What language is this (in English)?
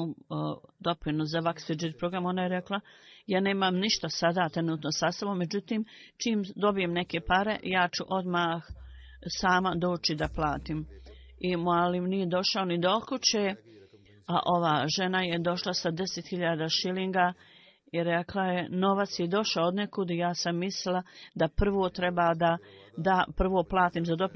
Bosnian